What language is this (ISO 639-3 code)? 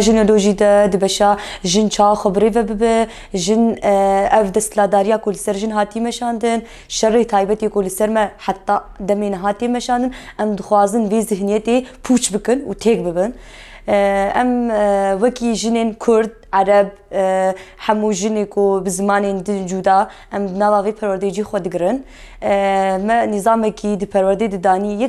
kur